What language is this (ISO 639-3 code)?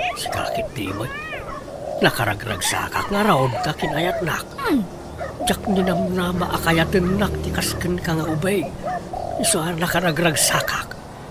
ilo